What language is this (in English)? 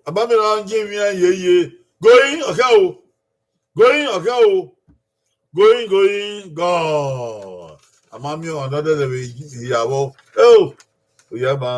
Bini